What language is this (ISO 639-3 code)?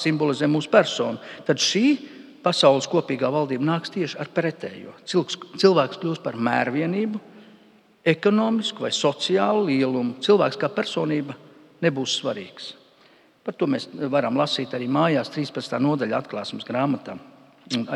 lav